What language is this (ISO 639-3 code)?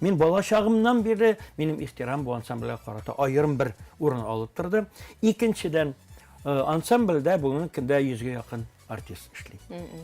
tat